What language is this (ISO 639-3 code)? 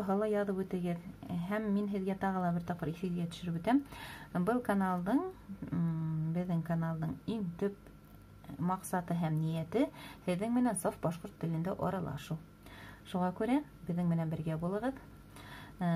bak